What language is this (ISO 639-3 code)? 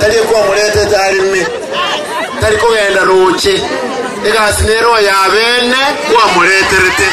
guz